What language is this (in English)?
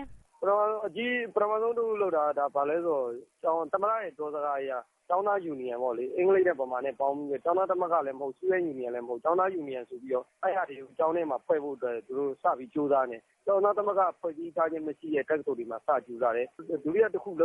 Burmese